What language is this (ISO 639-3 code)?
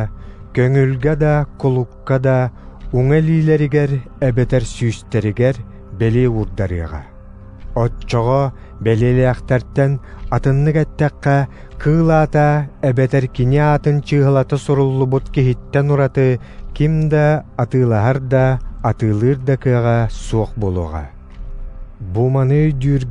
sah